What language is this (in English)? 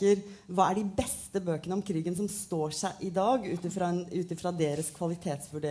Norwegian